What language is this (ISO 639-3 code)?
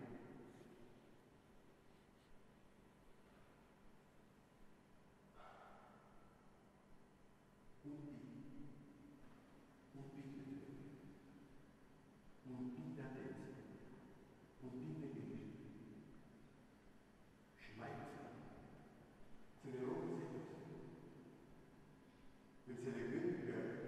ron